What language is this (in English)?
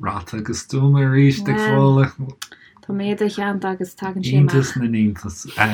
Irish